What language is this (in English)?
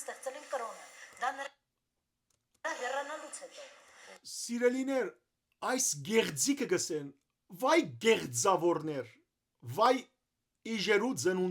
Western Armenian